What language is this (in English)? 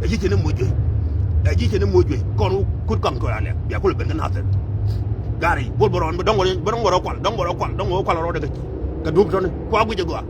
Nuer